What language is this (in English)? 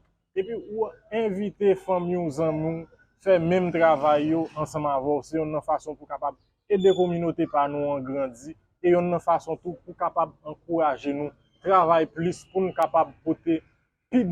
Haitian Creole